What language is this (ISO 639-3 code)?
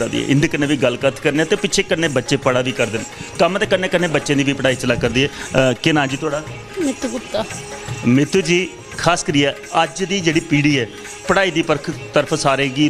doi